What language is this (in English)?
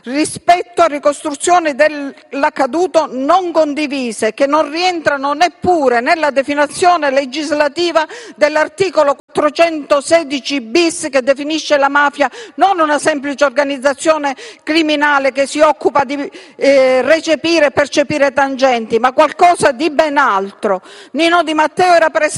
Italian